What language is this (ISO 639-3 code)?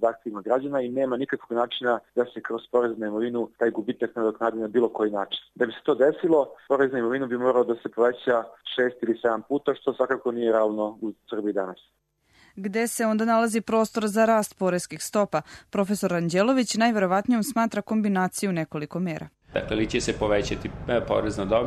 srp